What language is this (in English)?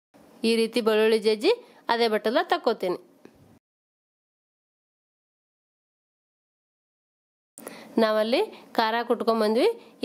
Kannada